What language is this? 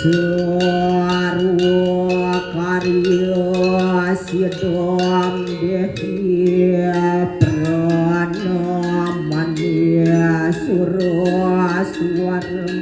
Balinese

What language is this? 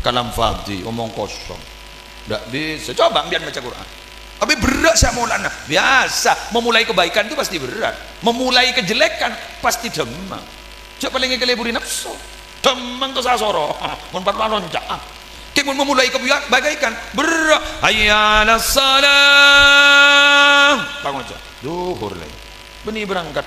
Madurese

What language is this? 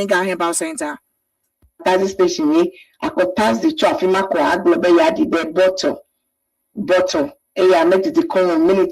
Ewe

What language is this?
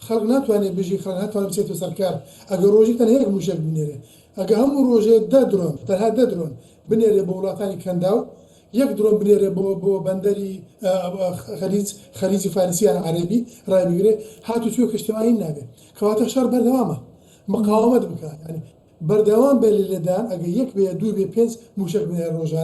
Central Kurdish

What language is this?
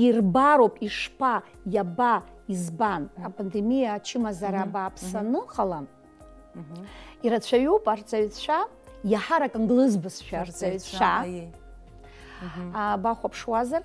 Abkhazian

